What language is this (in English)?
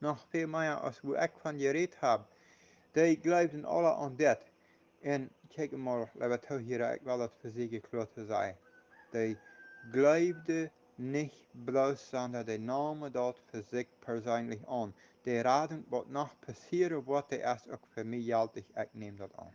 Plautdietsch